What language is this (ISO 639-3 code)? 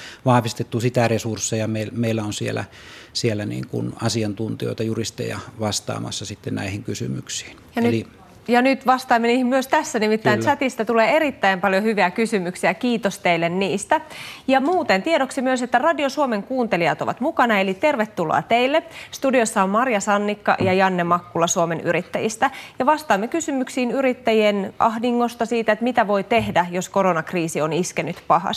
fin